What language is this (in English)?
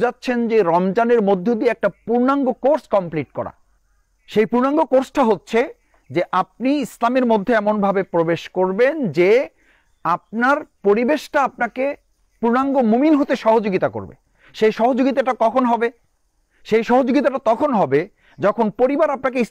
Bangla